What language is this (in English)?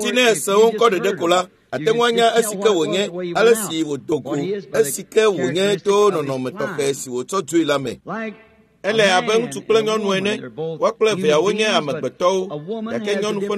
Ewe